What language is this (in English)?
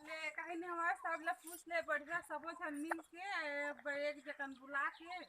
Chhattisgarhi